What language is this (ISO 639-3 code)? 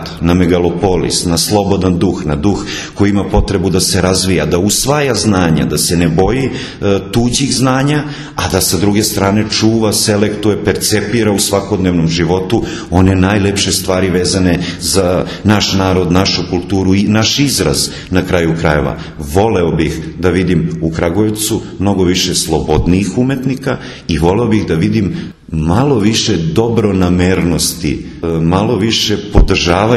srp